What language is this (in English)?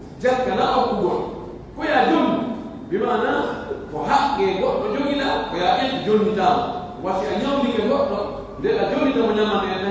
Pular